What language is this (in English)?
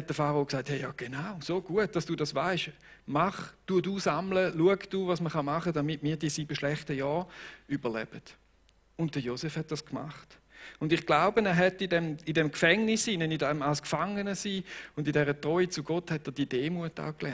Swiss German